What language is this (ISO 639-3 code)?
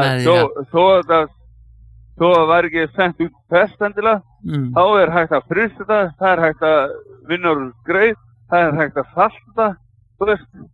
isl